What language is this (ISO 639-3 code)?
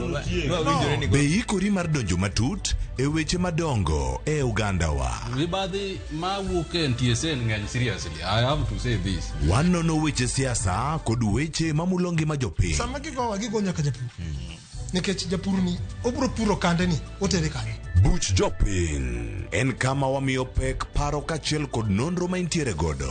luo